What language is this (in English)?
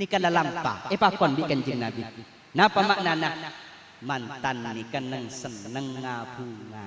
Madurese